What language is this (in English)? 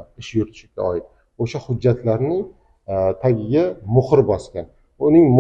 Uzbek